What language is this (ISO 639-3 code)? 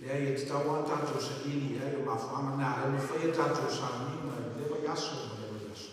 smo